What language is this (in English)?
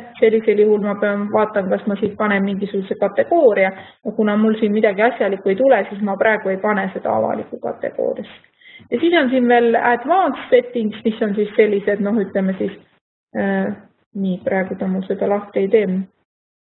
Estonian